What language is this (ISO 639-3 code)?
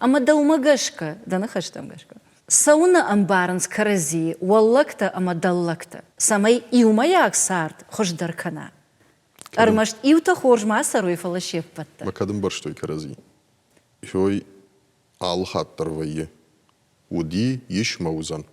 oss